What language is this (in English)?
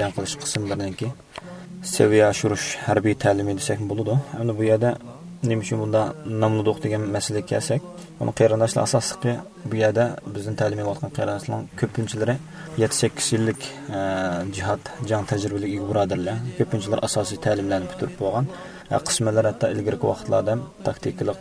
Uyghur